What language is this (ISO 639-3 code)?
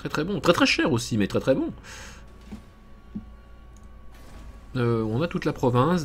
fra